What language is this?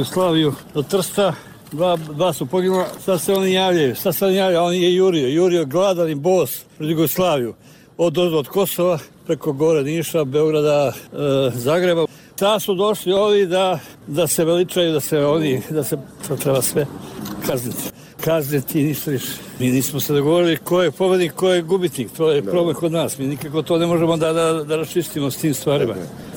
Bosnian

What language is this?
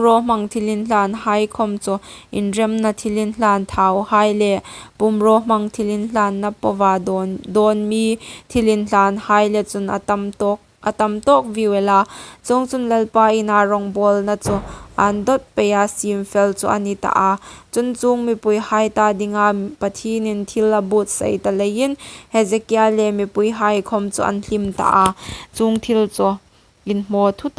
Hmar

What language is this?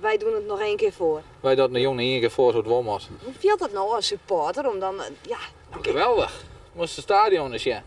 Western Frisian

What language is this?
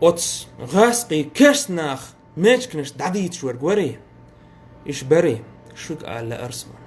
Chechen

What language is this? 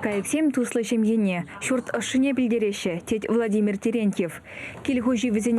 Chuvash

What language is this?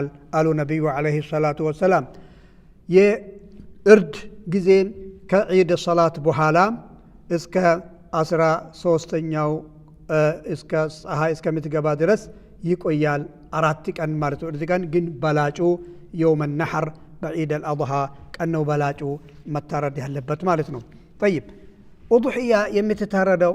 Amharic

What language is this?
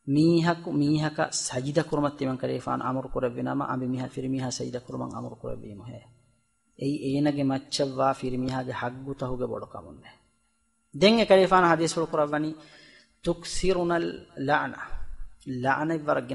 Divehi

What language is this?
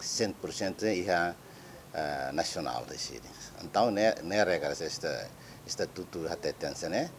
Tetum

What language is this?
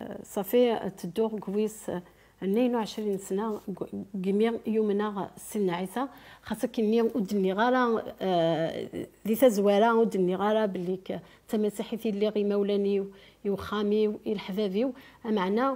Kabyle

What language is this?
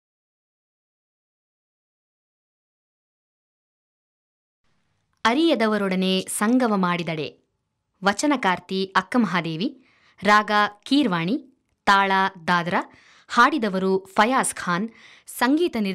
Kannada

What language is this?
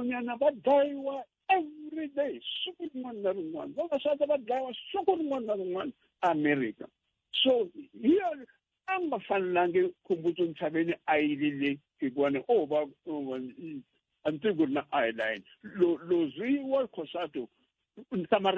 Tsonga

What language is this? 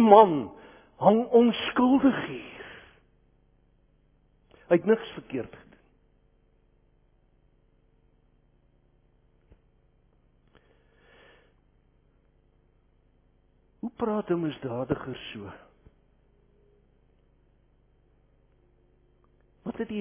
Afrikaans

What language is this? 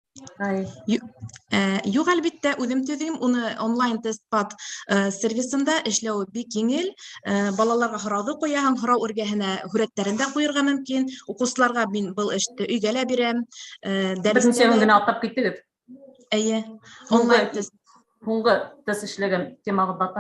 Bashkir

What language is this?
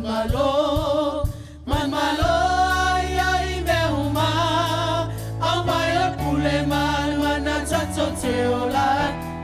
Samoan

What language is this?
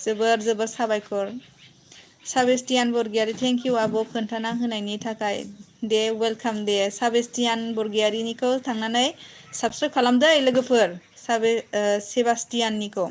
Bodo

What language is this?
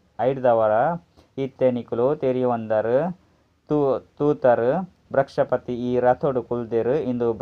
Tulu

